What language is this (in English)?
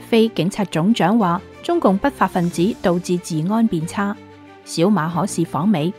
Cantonese